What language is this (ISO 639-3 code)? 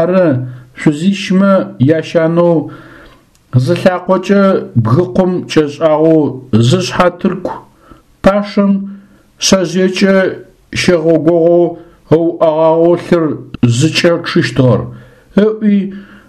ady